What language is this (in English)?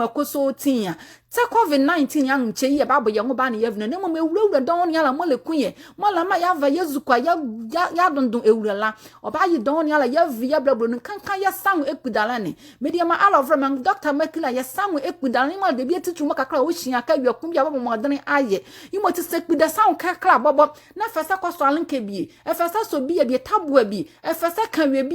Nzima